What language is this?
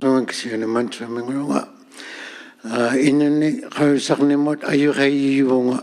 Inuktitut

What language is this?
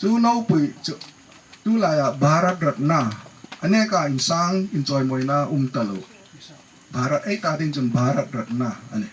Hmar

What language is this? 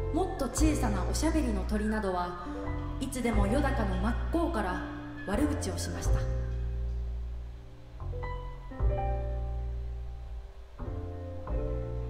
Japanese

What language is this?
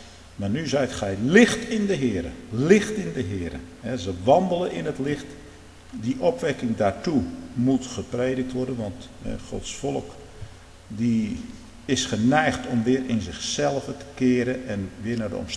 Dutch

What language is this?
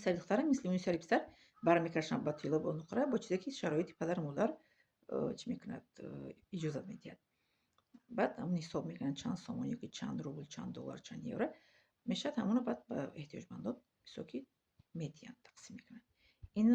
Tajik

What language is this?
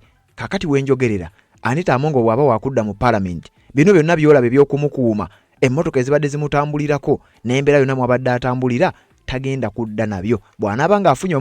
Ganda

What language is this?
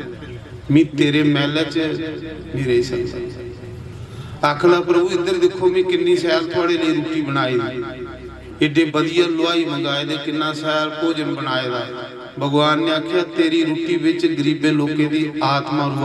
Dogri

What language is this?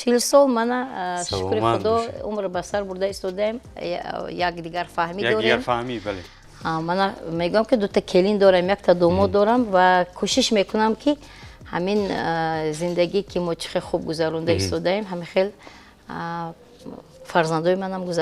Tajik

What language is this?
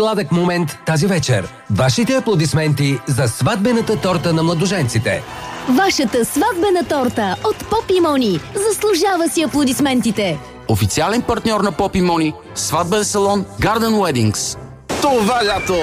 Bulgarian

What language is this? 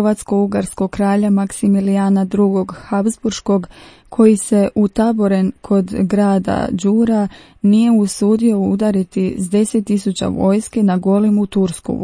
Croatian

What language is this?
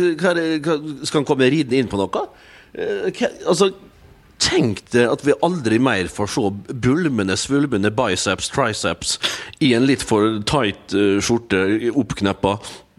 Norwegian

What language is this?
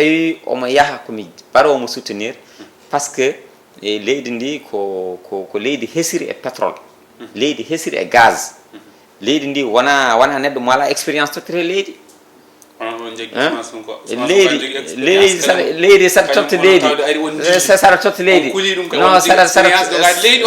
Fula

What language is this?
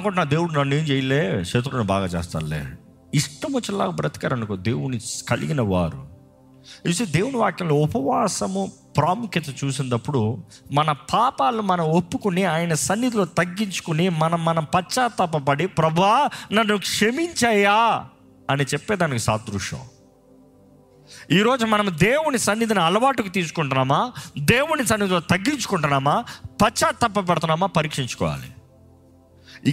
Telugu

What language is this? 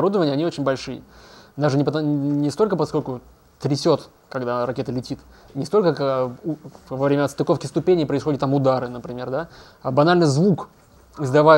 Russian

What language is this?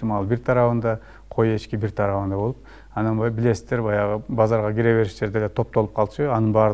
Kyrgyz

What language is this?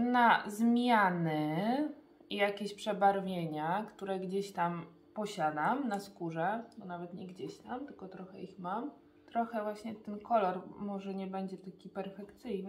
Polish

